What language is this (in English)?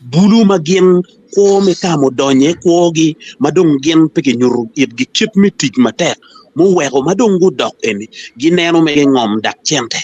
Acoli